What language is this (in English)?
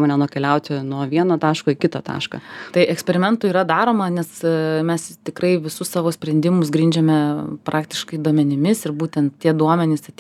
Lithuanian